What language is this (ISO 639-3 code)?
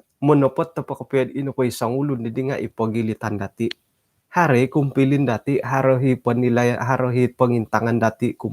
dtp